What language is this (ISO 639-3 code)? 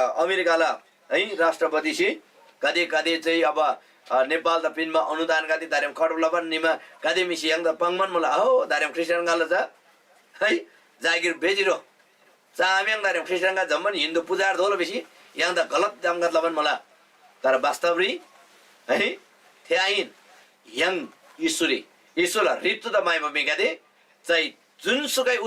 taj